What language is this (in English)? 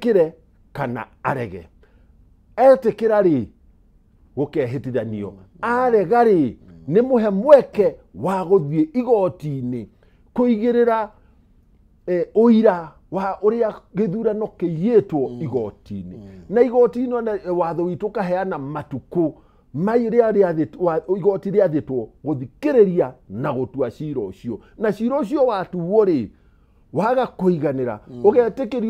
Kikuyu